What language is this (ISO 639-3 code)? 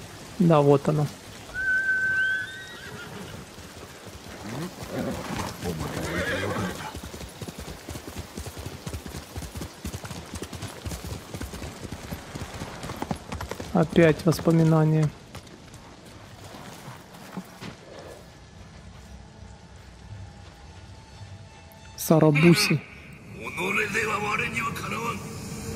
rus